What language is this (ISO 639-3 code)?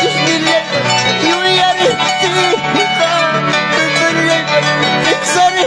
quy